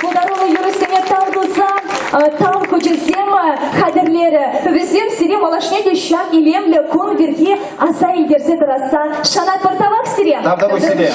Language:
Chuvash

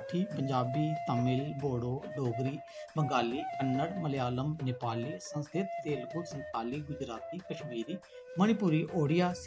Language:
Dogri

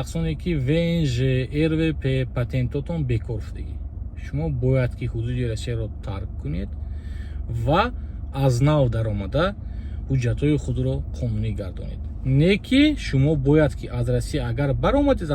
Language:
Tajik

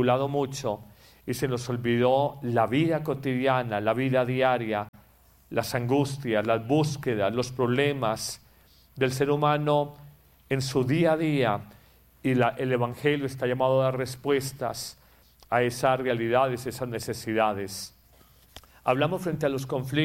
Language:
Spanish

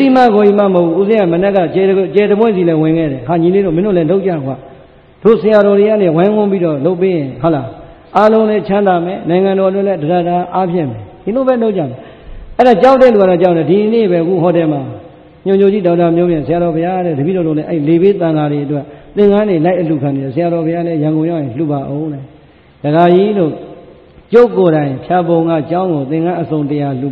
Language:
Burmese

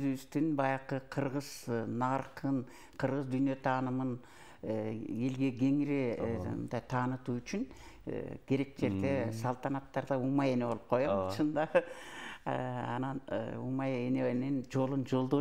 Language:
Kyrgyz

